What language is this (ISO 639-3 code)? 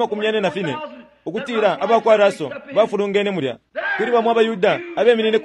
bem